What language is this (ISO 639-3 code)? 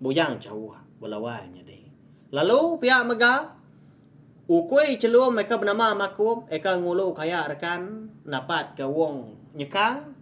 iba